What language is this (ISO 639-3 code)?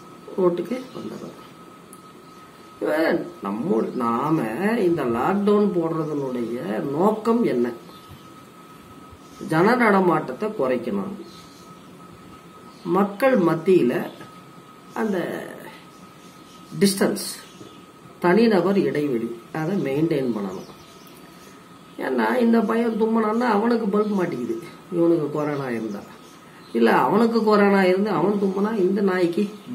tam